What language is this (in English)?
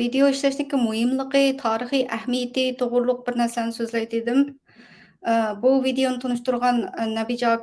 Uyghur